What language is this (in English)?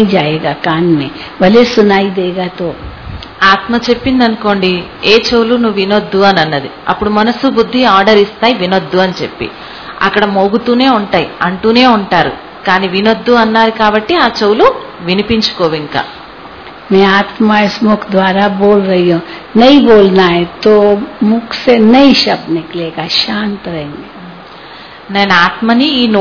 Telugu